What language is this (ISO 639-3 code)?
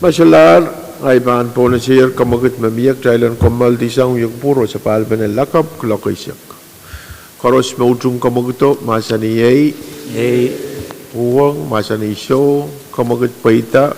pon